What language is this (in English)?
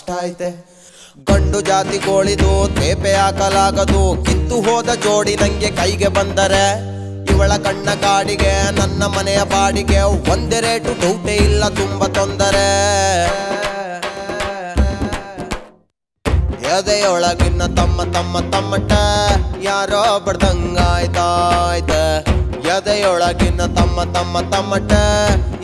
Kannada